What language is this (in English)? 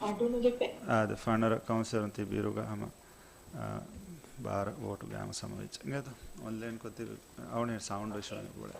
Divehi